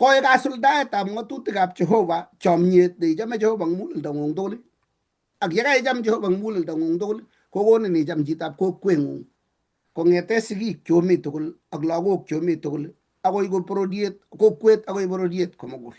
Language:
Kalenjin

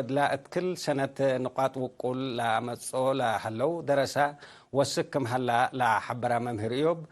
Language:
Tigre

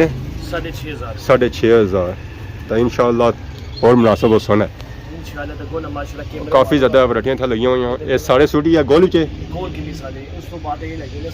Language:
Pahari-Potwari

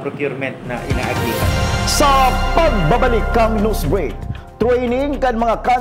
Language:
Bikol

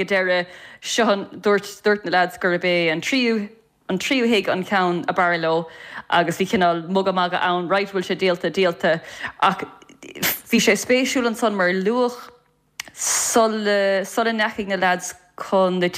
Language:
Irish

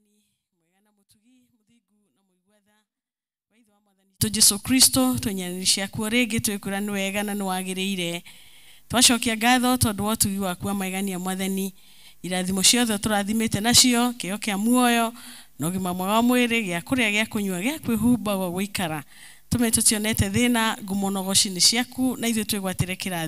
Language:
Kikuyu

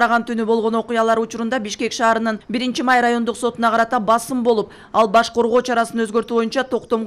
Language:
Kyrgyz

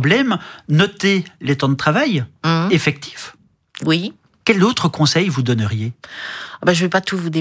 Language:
French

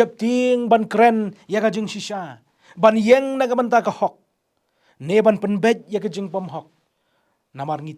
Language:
Khasi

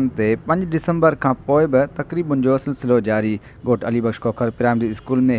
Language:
Sindhi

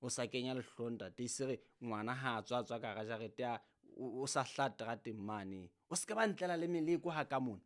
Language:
Southern Sotho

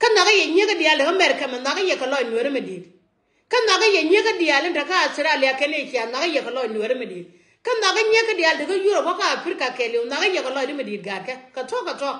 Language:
Nuer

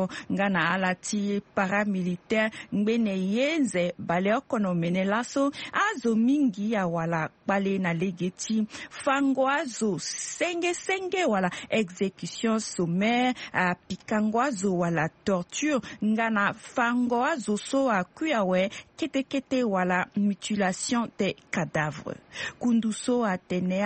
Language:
Sango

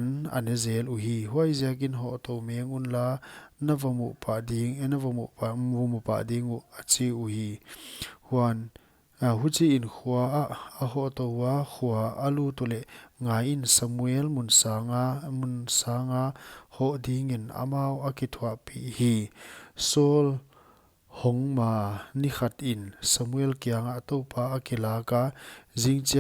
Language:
Paite Chin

